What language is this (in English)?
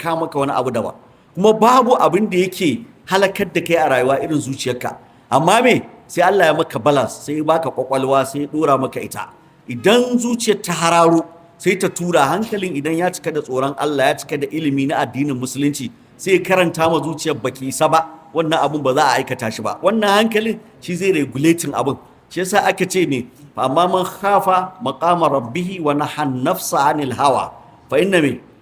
Hausa